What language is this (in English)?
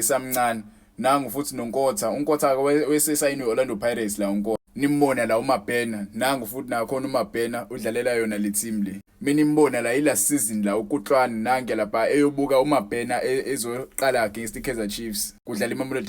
Zulu